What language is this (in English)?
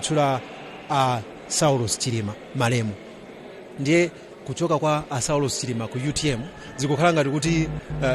Nyanja